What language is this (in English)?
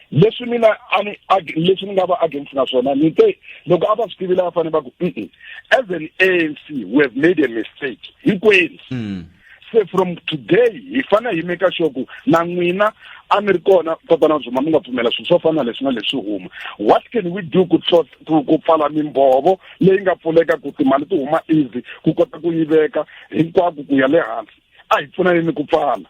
Tsonga